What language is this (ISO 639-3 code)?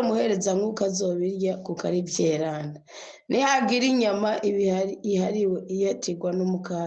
run